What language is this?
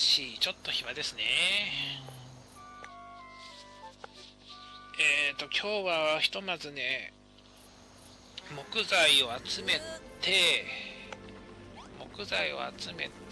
Japanese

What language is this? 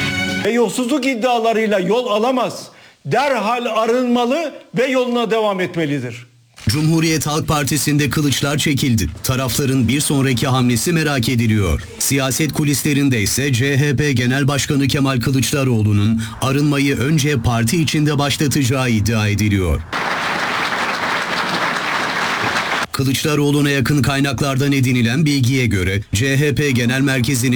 Turkish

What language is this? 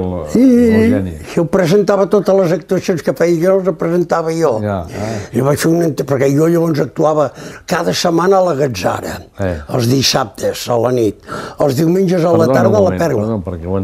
Catalan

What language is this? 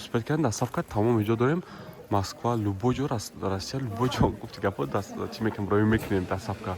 Tajik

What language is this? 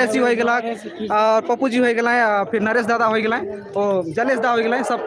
Sadri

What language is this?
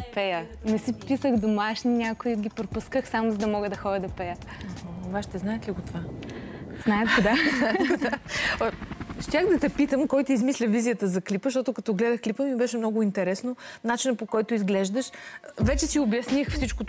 Bulgarian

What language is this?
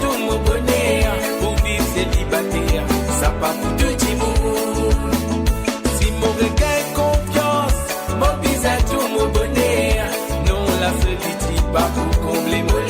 Morisyen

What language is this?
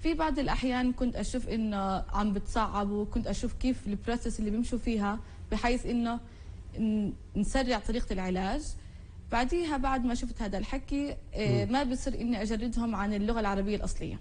North Levantine Arabic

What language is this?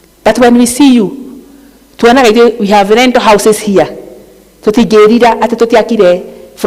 Kikuyu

